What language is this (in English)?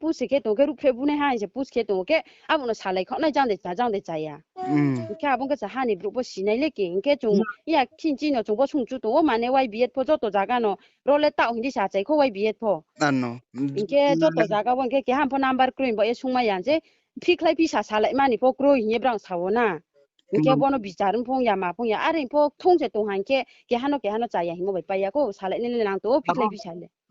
Riang (India)